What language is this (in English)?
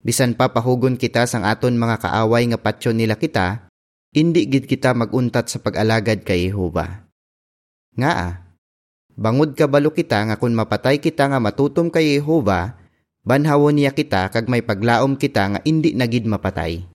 Hiligaynon